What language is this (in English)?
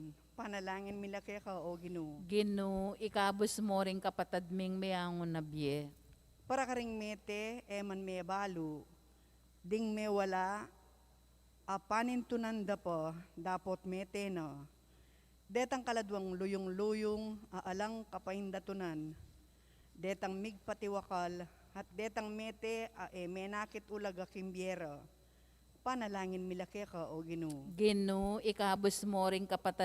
Pampanga